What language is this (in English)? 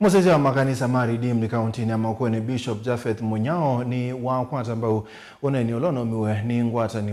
Kamba